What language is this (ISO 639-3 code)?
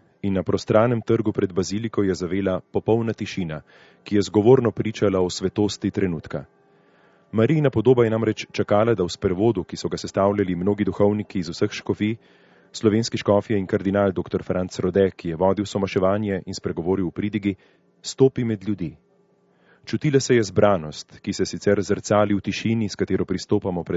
slv